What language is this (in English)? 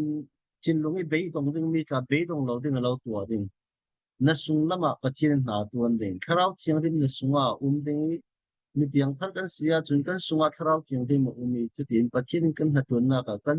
Falam Chin